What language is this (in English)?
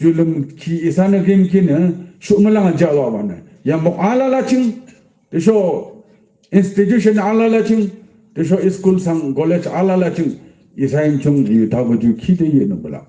Yimchungru Naga